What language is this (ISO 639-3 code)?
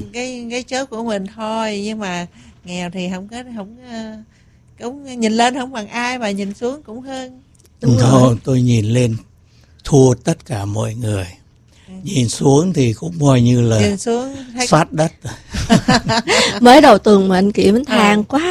vie